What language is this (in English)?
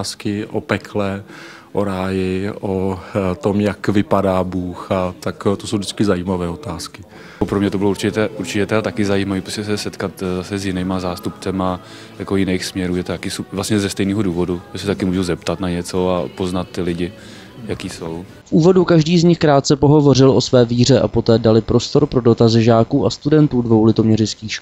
Czech